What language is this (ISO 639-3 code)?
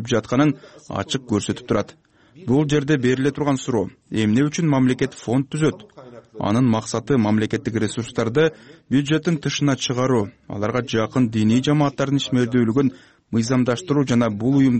kir